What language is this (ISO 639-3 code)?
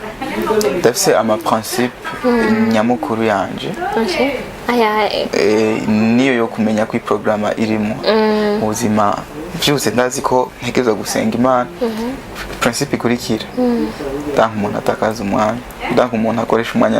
run